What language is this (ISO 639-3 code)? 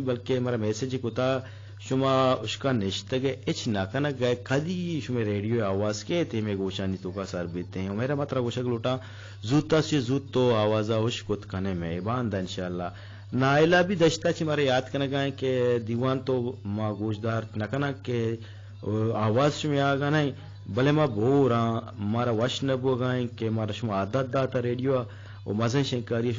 bgp